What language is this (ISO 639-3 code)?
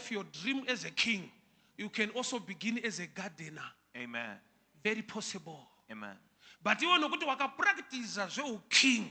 sna